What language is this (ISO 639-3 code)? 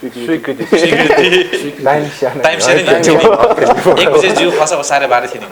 new